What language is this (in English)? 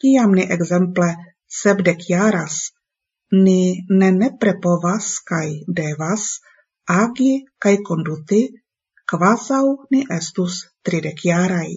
Esperanto